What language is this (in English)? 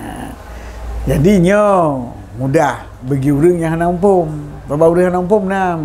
Achinese